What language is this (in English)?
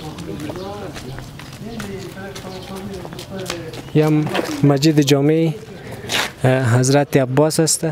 Persian